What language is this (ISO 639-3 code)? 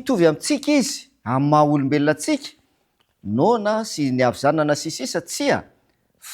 mlg